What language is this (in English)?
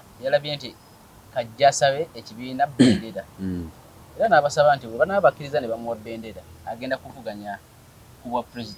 Ganda